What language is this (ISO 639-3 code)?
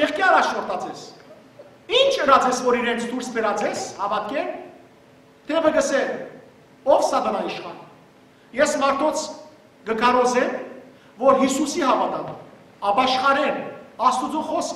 hyw